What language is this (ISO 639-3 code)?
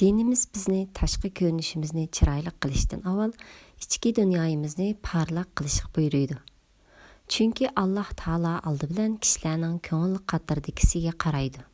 uig